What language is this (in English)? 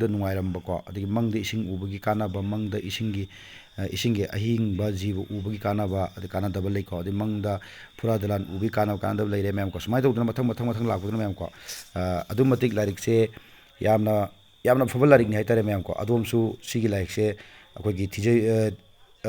Manipuri